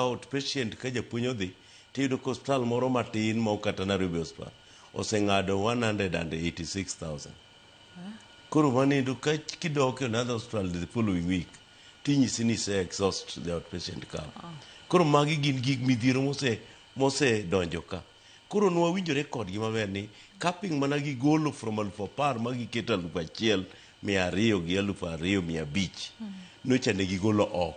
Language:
Luo (Kenya and Tanzania)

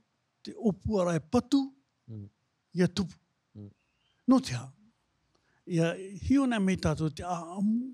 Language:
Tahitian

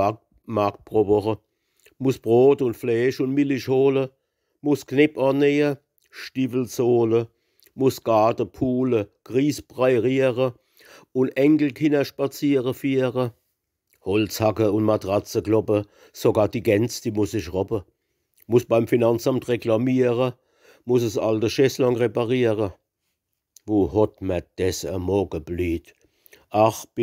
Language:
Palatine German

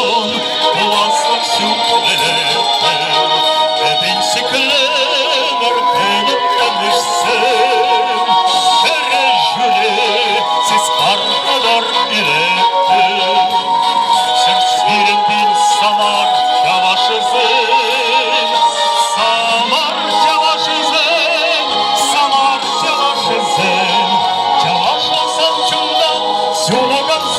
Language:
Chuvash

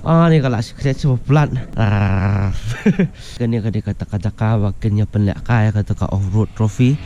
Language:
Khasi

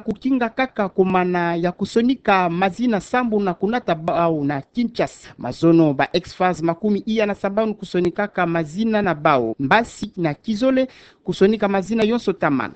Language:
Kituba (Democratic Republic of Congo)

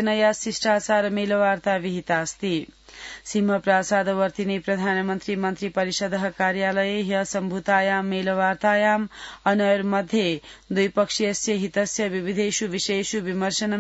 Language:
Sanskrit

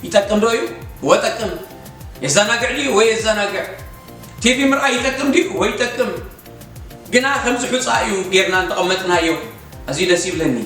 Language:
Tigrinya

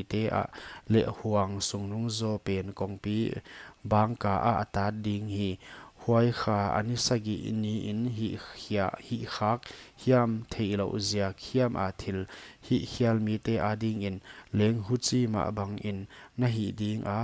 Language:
Paite Chin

